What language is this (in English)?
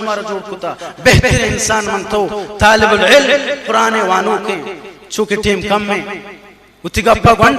Baluchi